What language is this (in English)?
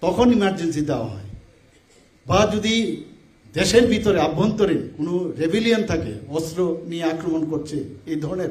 Kok Borok